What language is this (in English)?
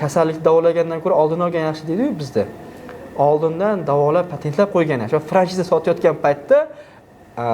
Uzbek